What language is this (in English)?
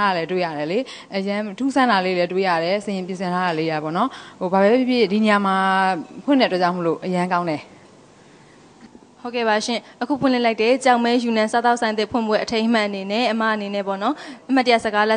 Burmese